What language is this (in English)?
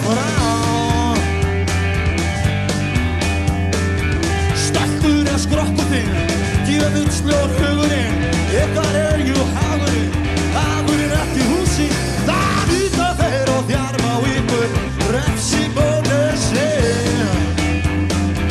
Icelandic